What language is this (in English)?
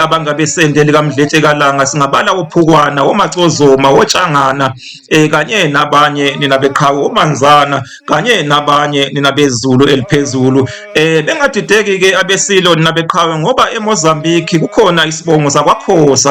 Zulu